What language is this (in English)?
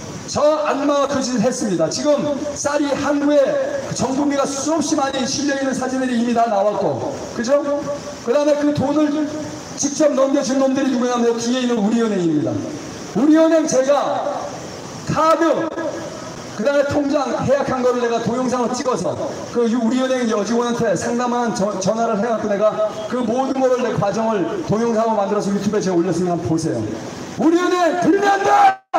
Korean